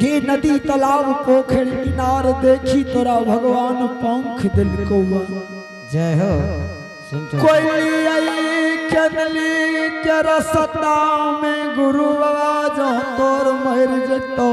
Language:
Angika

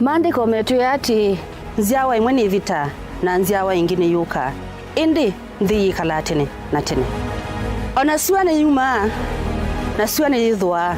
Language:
Kamba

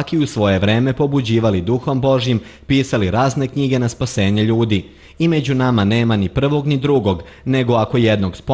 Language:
Serbian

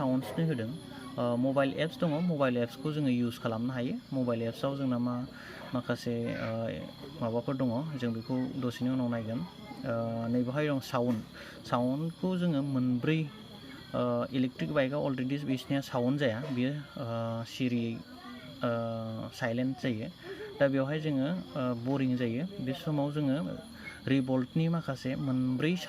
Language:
Bodo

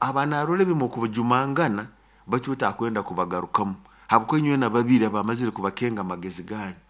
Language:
Nyoro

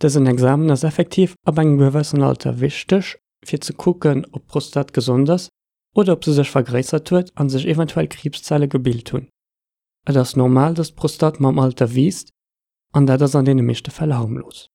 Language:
Luxembourgish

